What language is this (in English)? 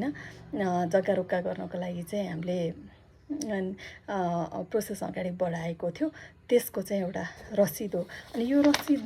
Nepali